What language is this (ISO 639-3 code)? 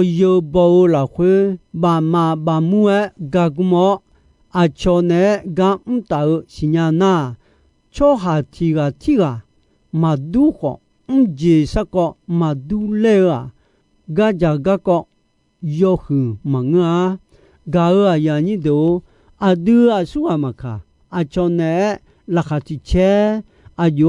ahk